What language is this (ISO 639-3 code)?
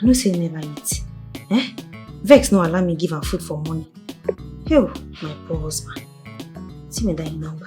pcm